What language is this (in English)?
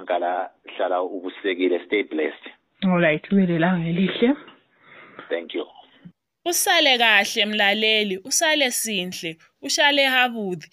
North Ndebele